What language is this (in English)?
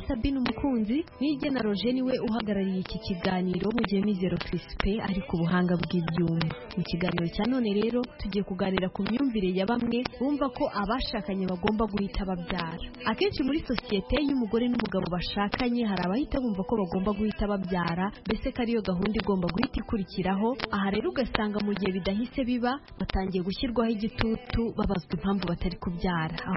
Kinyarwanda